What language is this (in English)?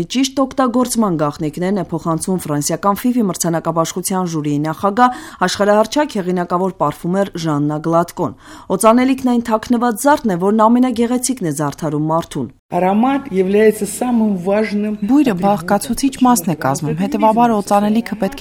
Armenian